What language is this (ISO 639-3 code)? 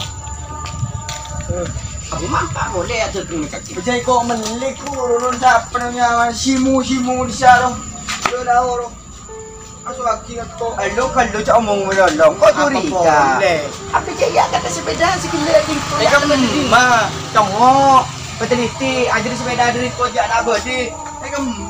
msa